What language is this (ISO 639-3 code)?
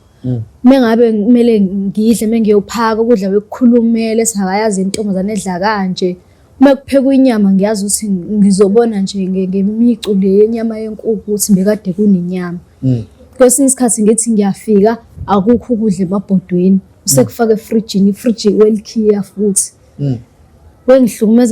zul